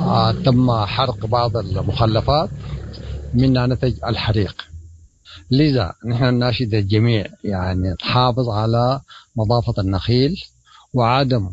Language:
Sudanese Arabic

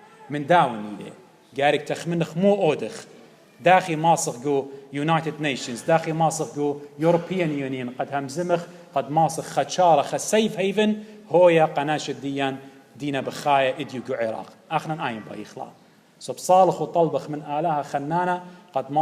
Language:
Assyrian Neo-Aramaic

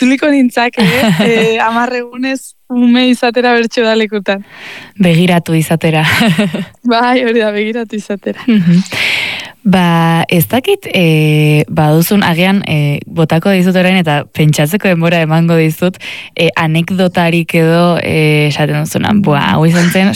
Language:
Basque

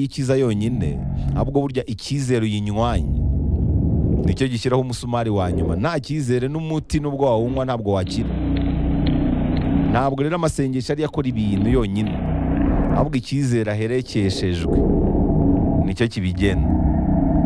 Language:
Kinyarwanda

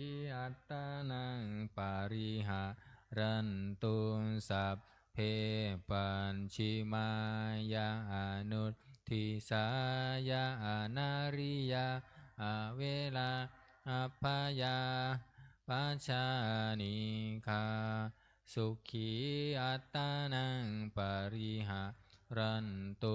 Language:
Pali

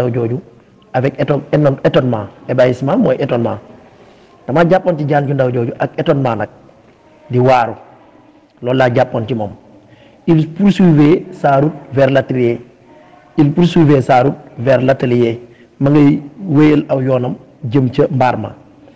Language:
Wolof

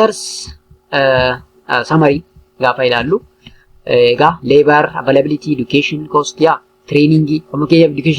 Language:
Oromo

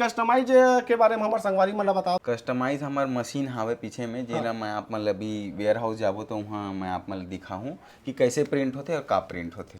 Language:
Chhattisgarhi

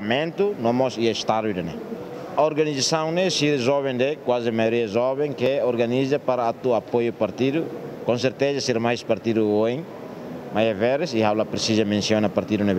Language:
Tetum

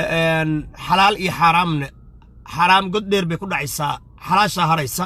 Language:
Somali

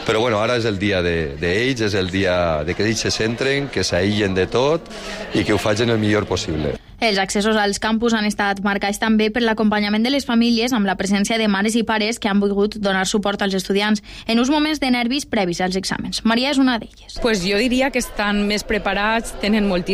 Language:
Catalan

